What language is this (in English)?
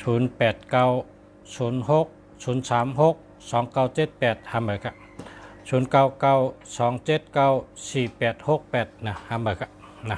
Shan